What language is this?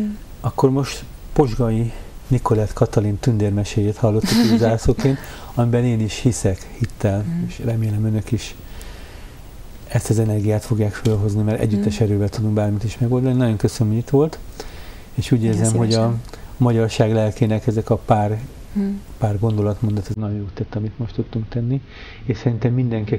Hungarian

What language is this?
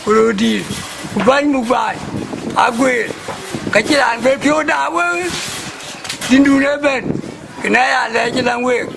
Dinka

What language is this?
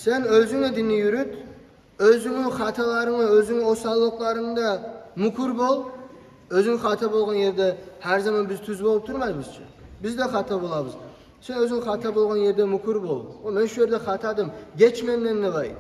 Kumyk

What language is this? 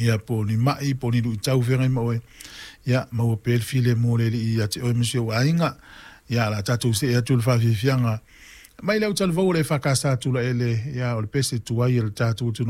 Samoan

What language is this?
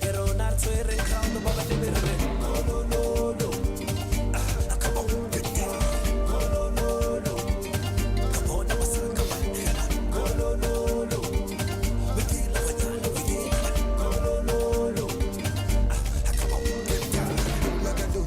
Nyanja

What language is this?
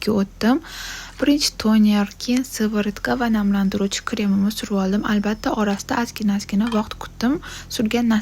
Uzbek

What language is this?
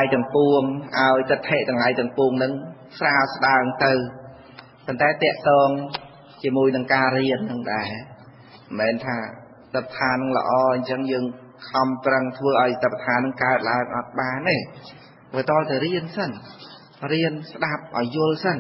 Khmer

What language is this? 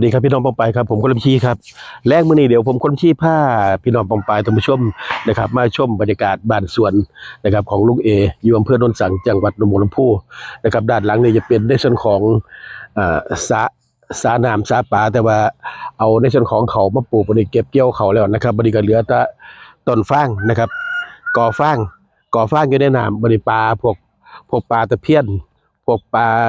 Northeastern Thai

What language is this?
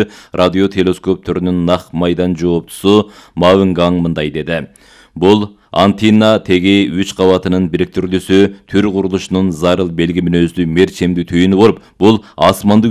Kyrgyz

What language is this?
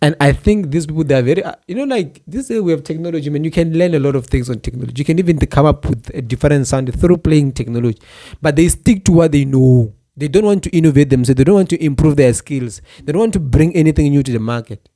Tsonga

